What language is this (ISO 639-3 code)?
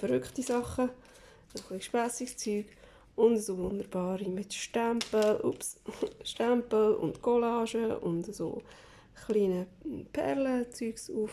gsw